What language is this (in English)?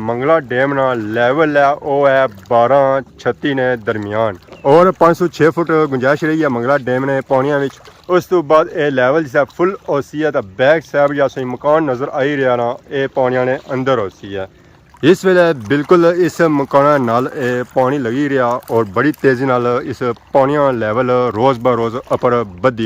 Pahari-Potwari